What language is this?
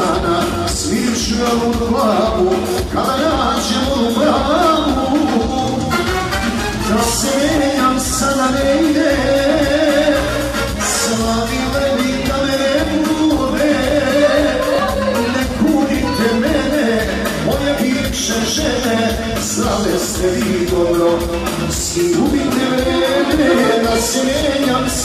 Serbian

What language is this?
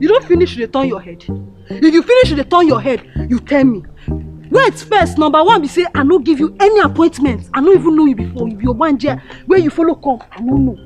Nigerian Pidgin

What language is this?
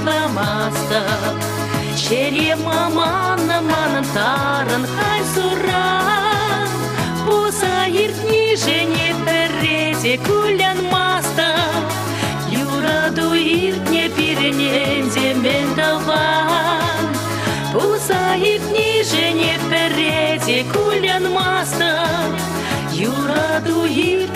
Chuvash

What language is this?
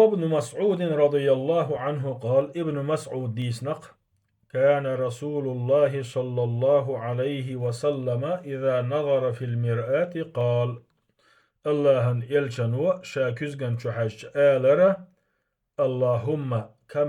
Chechen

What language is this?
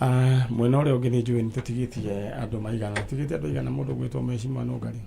Kikuyu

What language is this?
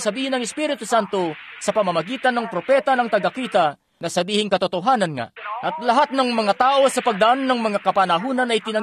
Filipino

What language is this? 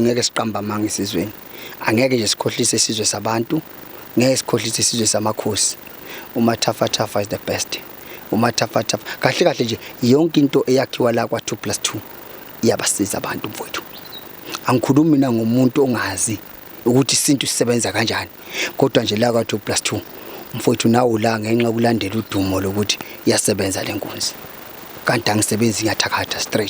Zulu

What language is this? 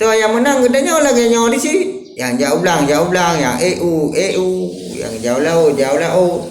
Achinese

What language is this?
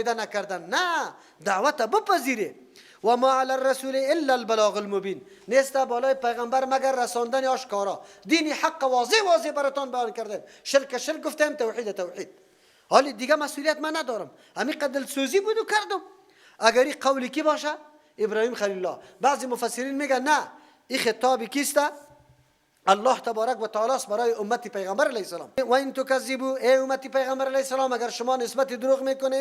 Persian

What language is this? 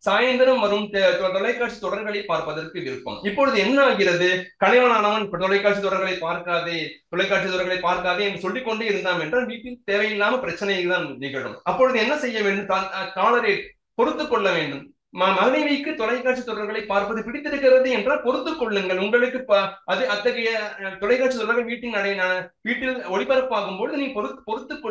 Tamil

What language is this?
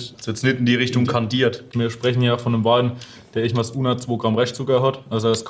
German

